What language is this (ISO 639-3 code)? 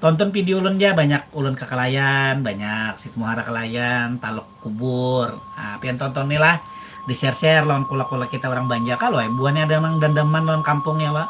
bjn